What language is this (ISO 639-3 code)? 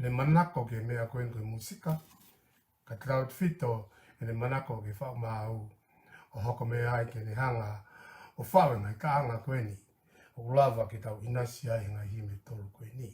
ton